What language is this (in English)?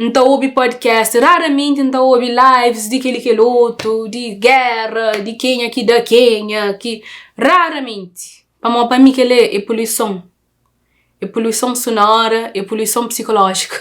Kabuverdianu